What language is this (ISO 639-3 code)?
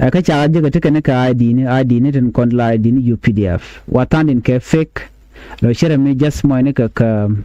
nus